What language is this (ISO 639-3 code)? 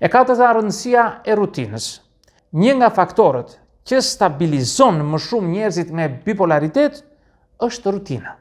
sqi